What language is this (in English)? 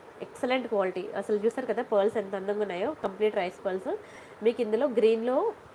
Telugu